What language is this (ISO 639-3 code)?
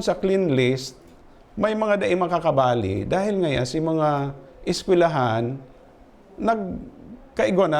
bik